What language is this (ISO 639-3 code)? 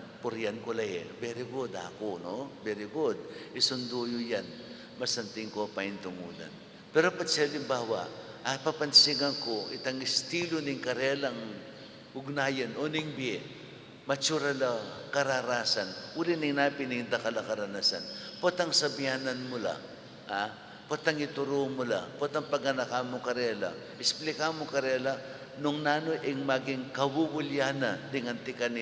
pam